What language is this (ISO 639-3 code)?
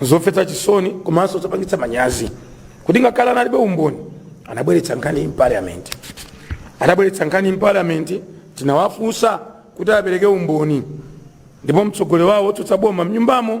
nya